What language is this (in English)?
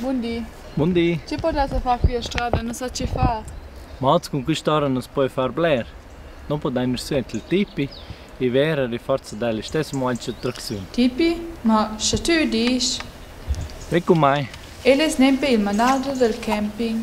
Romansh